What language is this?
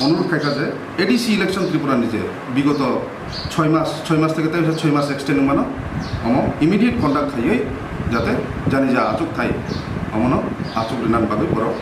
Kok Borok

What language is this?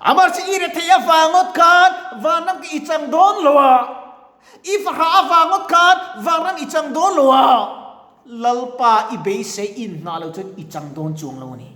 Mizo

